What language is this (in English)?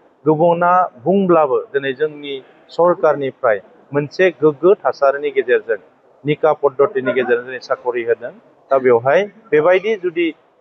Bodo